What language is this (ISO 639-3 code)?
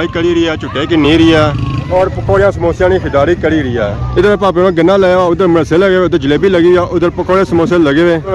phr